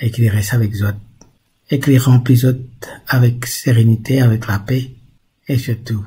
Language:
Morisyen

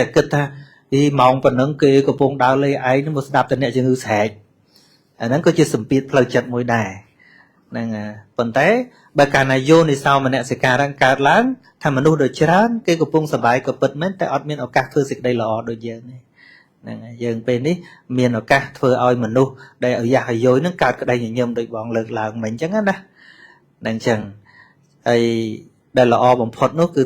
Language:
Khmer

